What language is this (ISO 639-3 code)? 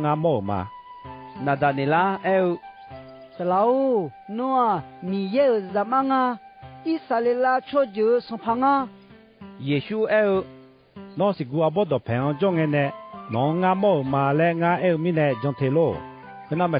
ahk